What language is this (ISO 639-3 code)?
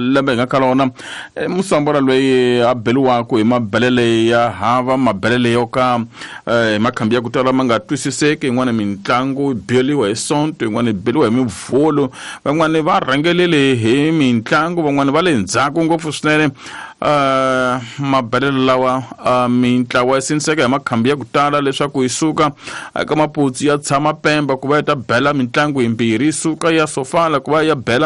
tso